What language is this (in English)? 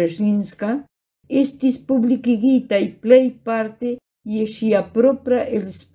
Esperanto